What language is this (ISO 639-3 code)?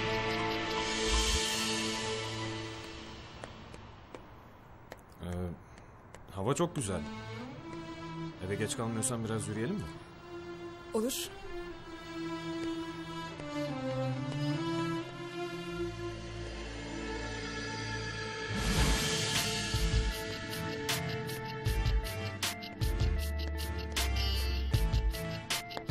tur